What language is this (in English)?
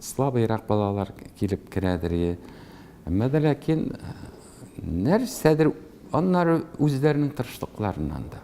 Tatar